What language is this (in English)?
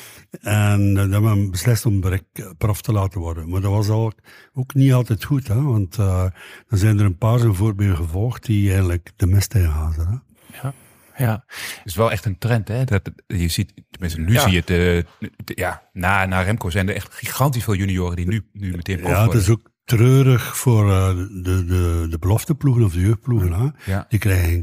Dutch